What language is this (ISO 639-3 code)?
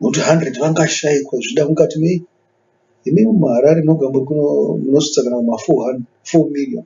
sna